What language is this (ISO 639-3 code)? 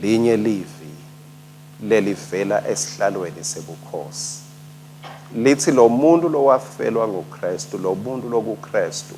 ssw